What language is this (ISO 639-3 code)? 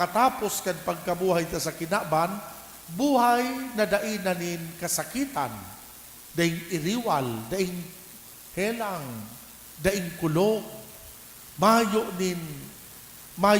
bik